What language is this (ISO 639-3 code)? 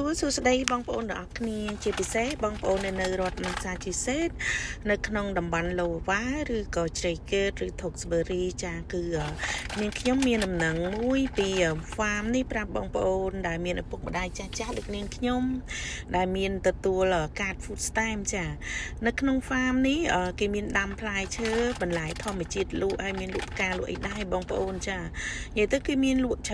khm